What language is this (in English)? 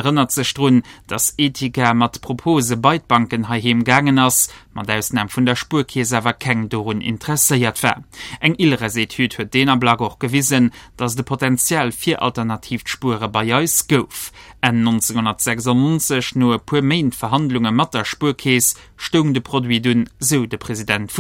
Luxembourgish